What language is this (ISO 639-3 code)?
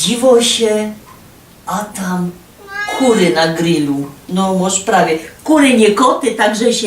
szl